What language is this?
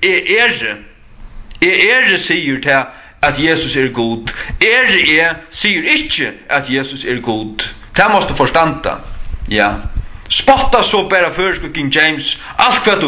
Faroese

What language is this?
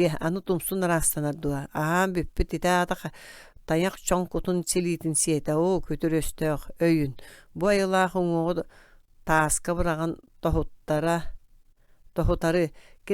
Yakut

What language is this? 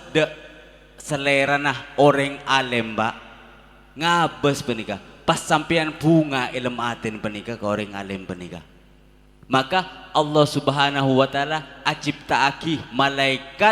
Madurese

